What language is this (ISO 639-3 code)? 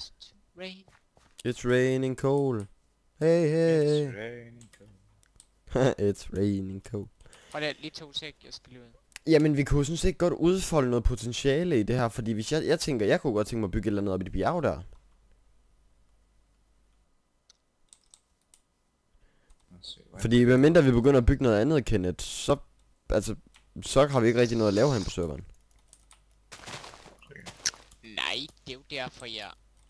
dan